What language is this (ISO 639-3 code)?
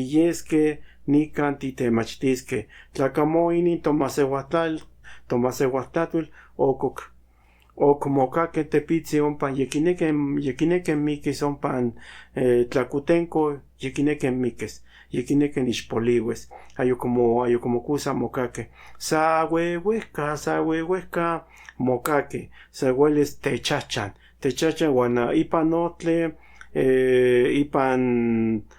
nhn